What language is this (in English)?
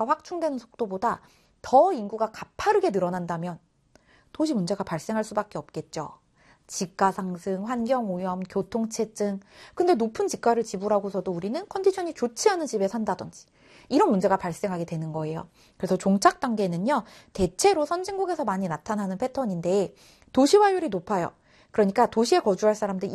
Korean